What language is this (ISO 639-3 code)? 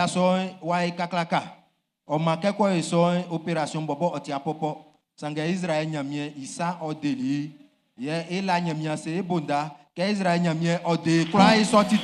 bci